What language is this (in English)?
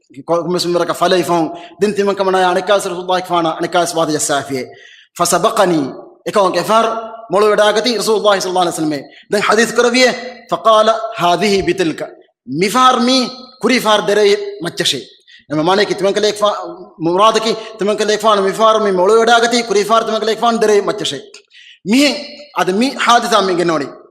Divehi